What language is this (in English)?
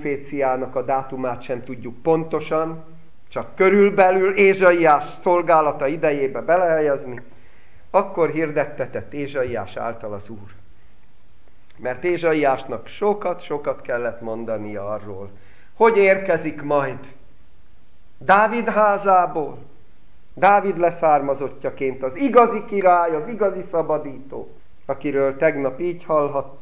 Hungarian